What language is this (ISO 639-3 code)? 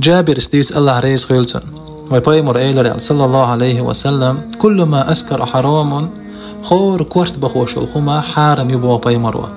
che